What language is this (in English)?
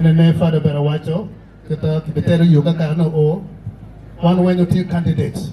Acoli